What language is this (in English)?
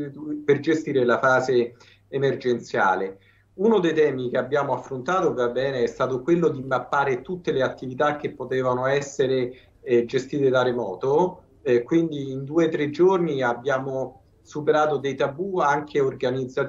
Italian